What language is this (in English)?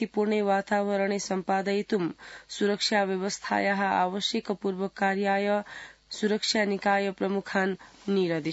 Sanskrit